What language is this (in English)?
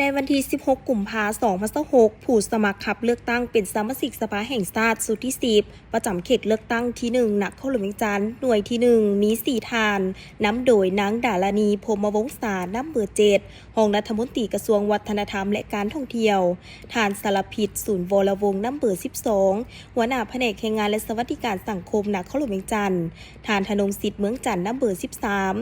Lao